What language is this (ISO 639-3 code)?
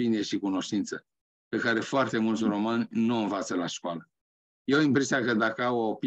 ron